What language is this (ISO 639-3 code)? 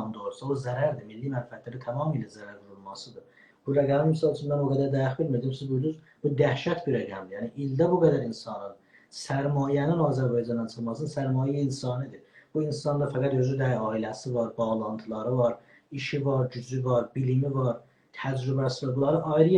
azb